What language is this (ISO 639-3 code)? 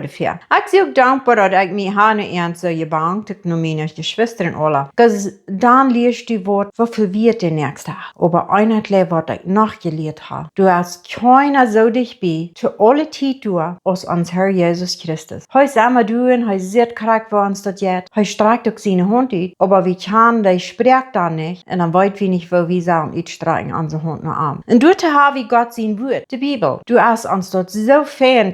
pdt